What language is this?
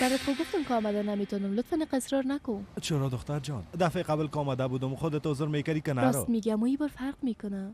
Persian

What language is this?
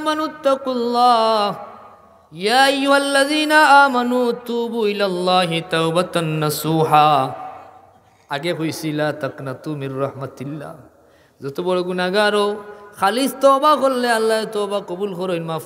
Sylheti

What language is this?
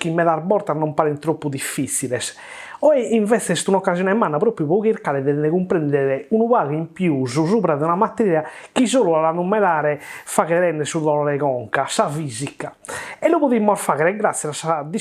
Sardinian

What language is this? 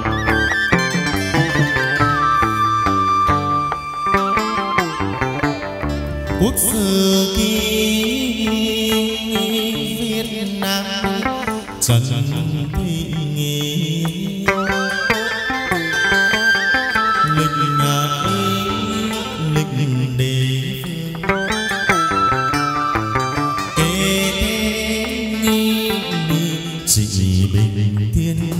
Vietnamese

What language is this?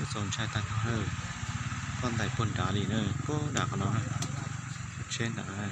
Hmong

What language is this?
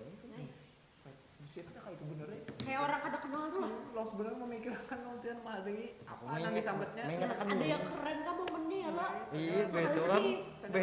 Banjar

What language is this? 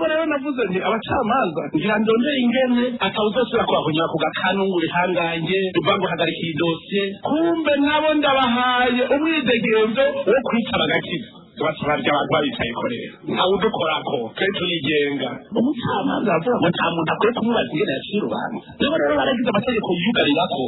Rundi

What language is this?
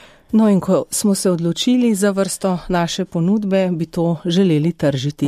Slovenian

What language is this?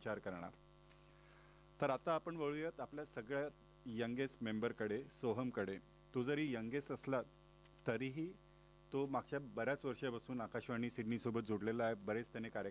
Marathi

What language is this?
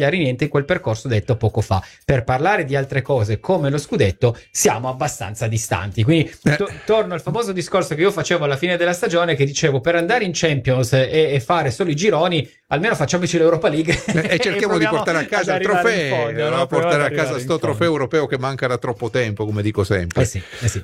Italian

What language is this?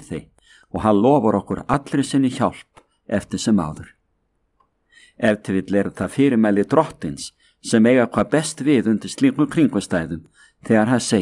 Icelandic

